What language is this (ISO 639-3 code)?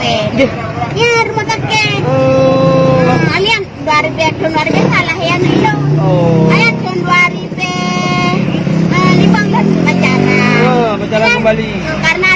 ace